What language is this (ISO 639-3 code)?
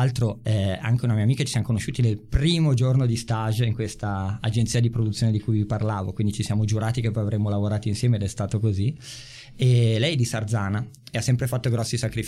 ita